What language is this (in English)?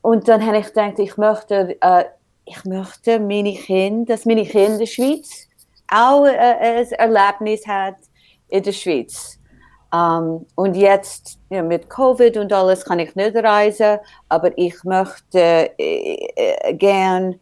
Swiss German